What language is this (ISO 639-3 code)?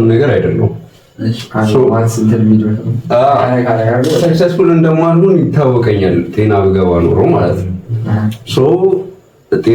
amh